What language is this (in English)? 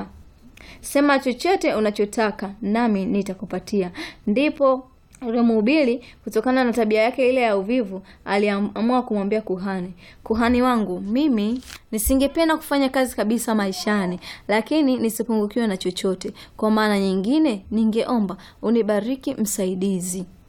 Swahili